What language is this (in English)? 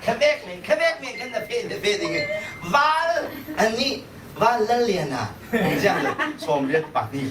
Hakha Chin